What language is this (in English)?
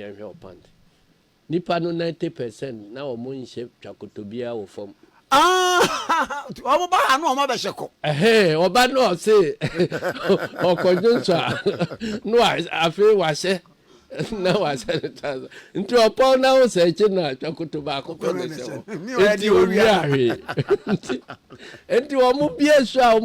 Akan